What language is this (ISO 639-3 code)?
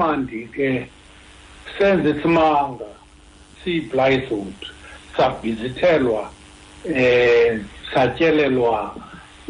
xho